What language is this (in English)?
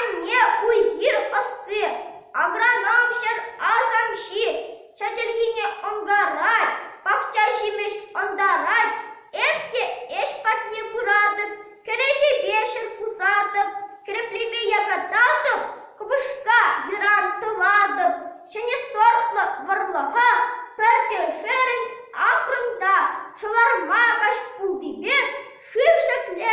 Chuvash